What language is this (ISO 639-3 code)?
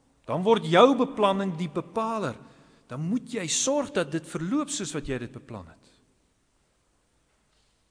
afr